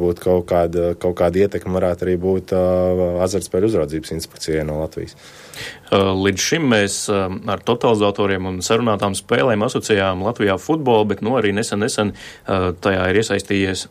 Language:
Latvian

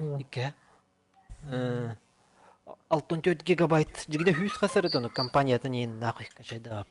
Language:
Yakut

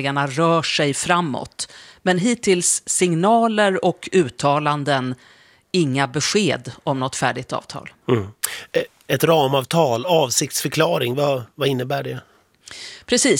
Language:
Swedish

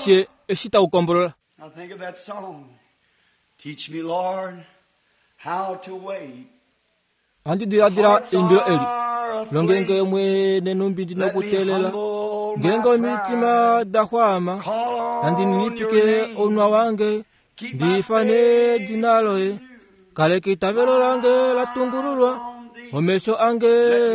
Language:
Kuanyama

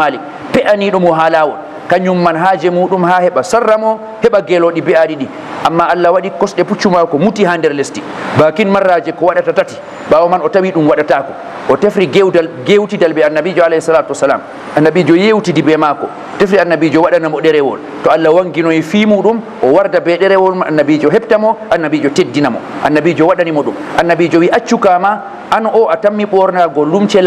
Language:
Fula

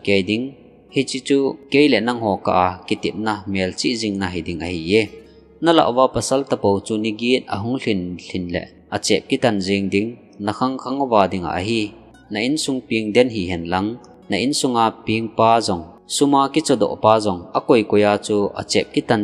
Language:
Thado Chin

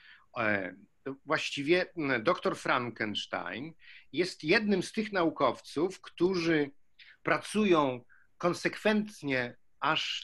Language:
Polish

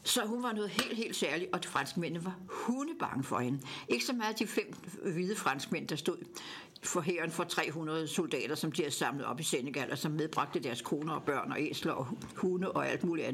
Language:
Danish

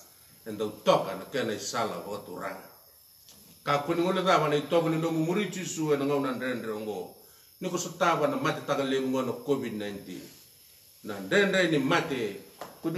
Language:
Fijian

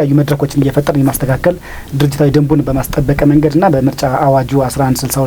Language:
Amharic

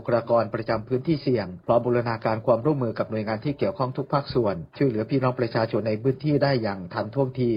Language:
Thai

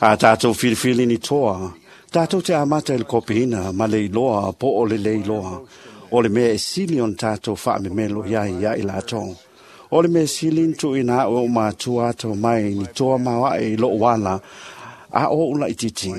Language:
Samoan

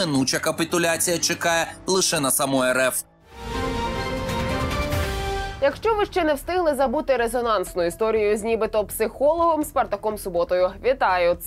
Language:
Ukrainian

